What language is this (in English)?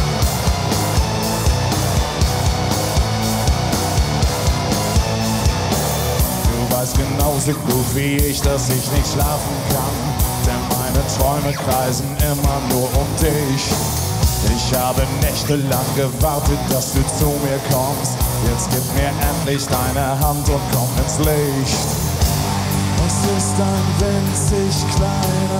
German